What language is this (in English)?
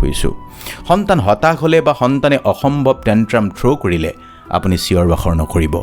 Assamese